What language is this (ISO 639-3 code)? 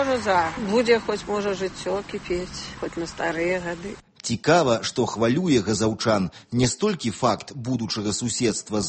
bel